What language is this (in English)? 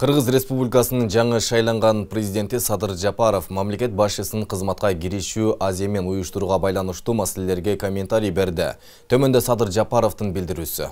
Kyrgyz